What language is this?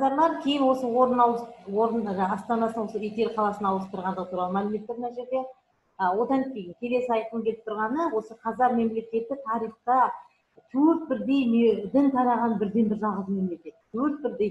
Kazakh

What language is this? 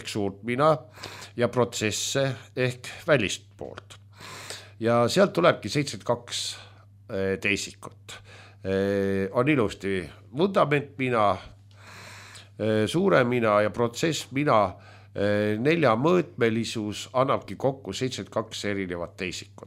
Estonian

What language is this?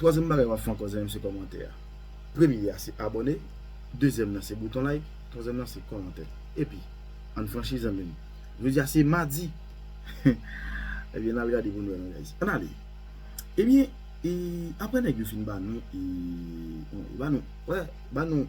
Haitian Creole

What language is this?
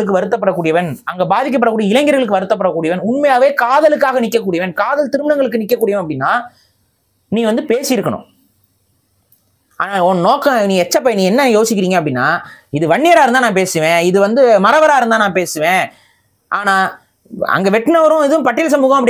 Tamil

